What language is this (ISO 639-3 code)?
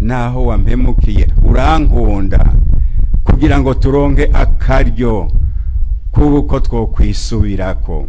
run